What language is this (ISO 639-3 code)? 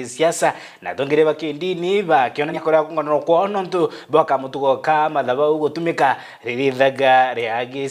mer